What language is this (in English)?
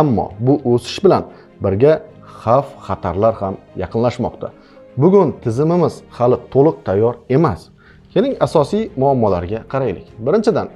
Uzbek